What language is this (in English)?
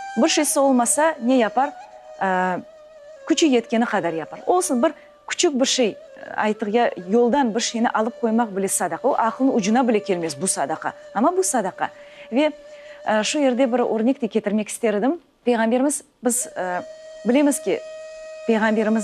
Crimean Tatar